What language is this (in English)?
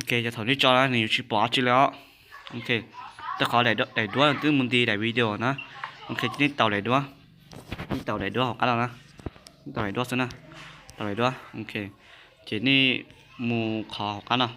Hmong